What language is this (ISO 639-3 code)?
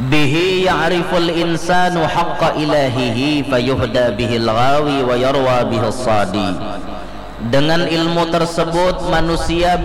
bjn